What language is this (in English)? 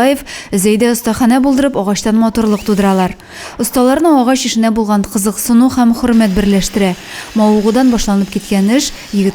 Tatar